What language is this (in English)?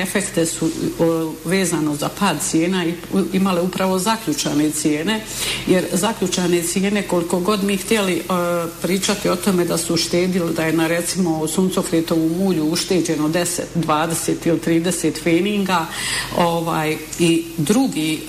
Bosnian